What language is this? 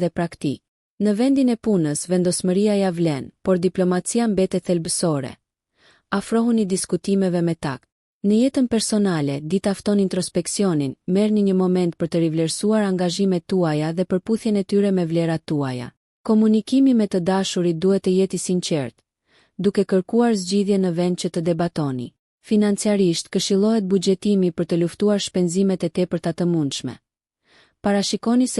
Albanian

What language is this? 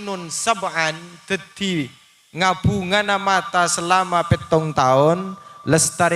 Madurese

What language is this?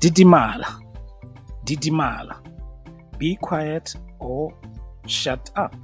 Tswana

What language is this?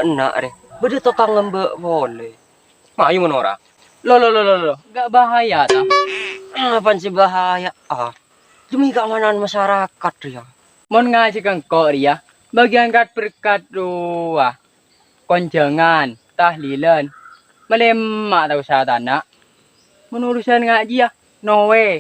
Madurese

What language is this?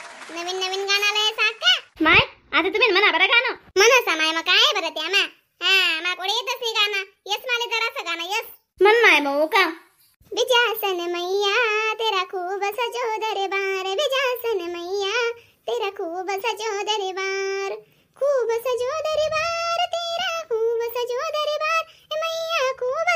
Khandesi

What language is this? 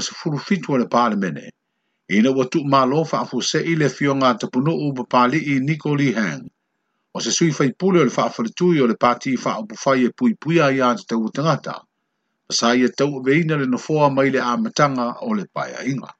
Samoan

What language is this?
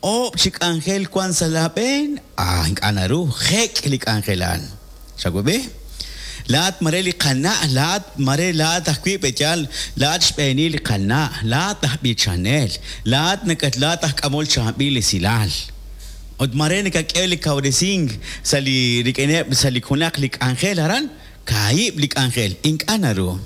Kekchí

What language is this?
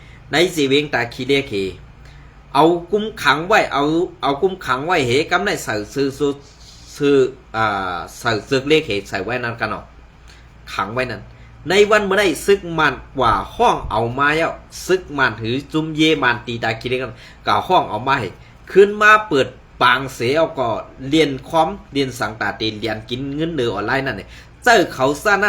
Shan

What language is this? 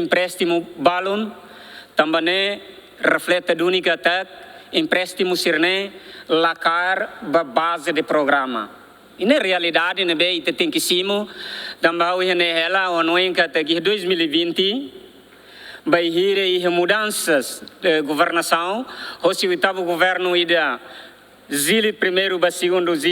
Tetum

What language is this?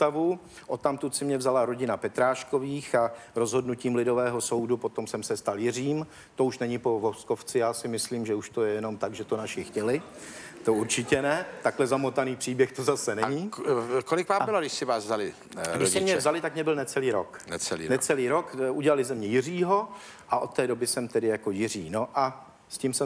Czech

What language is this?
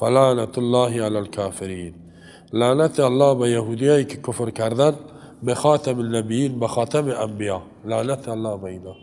Tajik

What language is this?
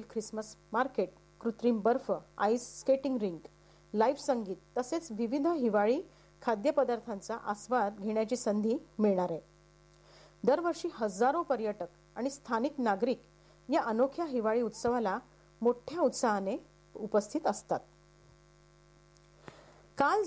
Marathi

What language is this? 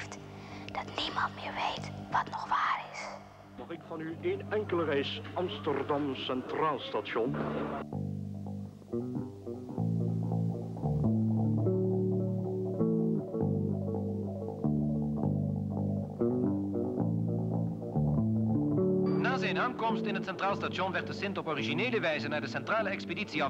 Dutch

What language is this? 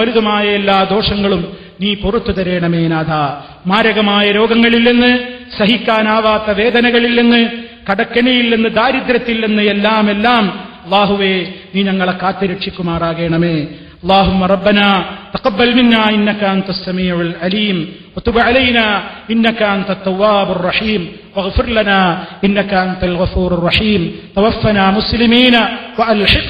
Malayalam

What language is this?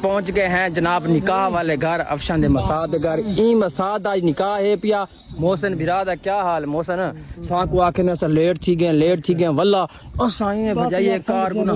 Saraiki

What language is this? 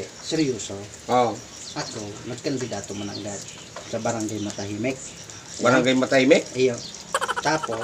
Bikol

